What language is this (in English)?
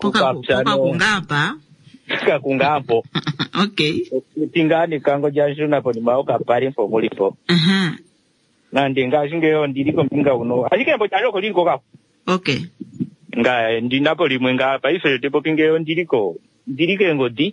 Kuanyama